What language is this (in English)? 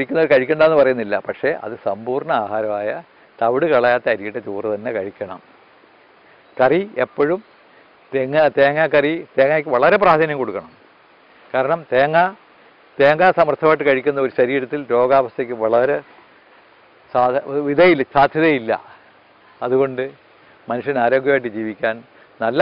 Malayalam